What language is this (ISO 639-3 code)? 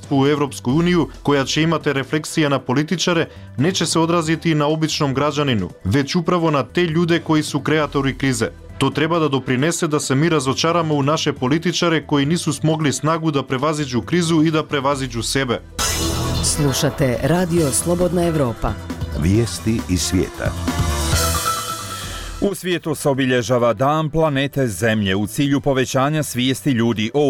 bos